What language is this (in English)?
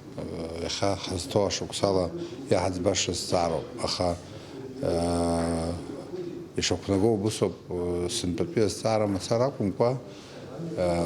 Abkhazian